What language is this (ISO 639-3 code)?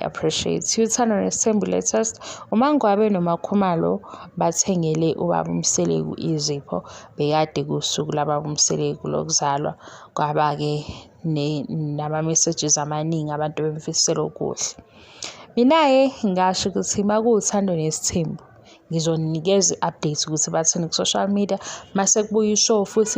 zul